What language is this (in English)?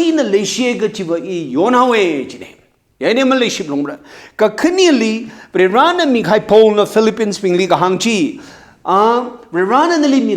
Tangkhul Naga (India)